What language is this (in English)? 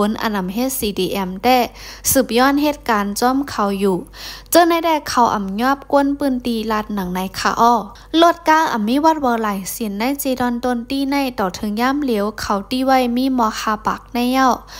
Shan